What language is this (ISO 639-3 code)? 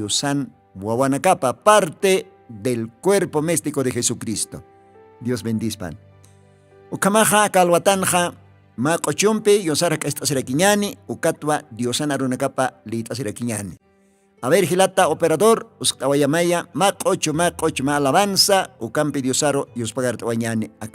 aym